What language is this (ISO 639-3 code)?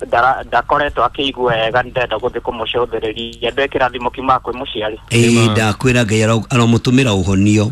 kik